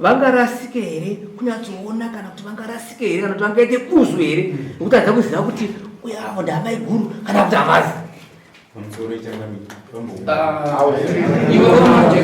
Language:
Shona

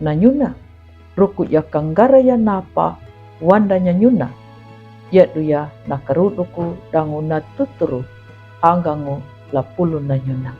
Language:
Kambera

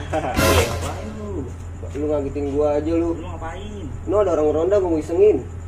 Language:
Betawi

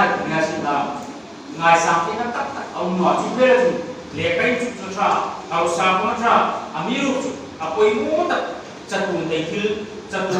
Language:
Hmar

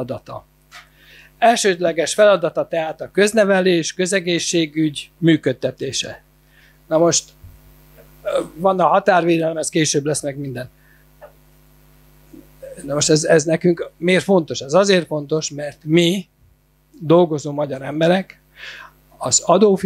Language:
Hungarian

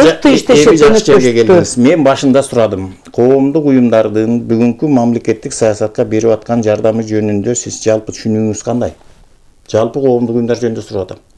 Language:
Kyrgyz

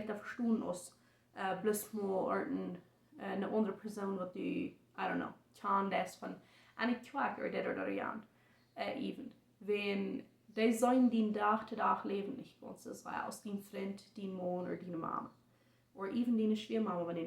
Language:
Plautdietsch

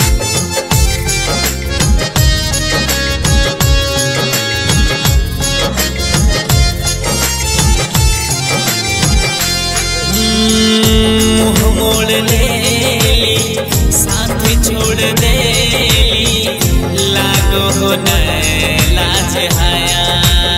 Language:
Bhojpuri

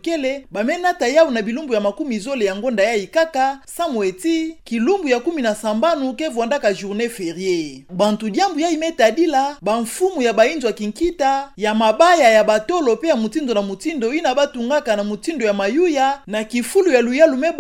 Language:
Kituba (Democratic Republic of Congo)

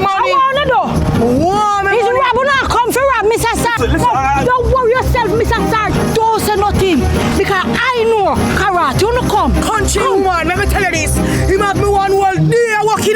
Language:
Jamaican Creole English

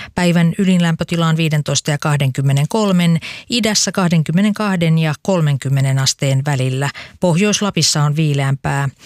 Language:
Finnish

